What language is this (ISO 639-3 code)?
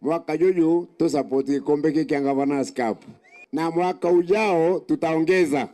mer